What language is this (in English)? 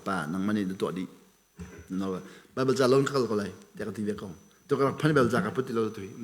Hakha Chin